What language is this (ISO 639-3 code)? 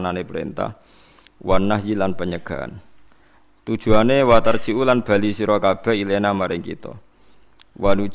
jav